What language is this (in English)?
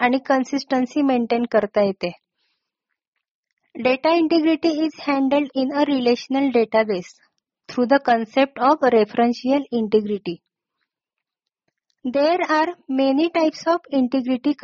Marathi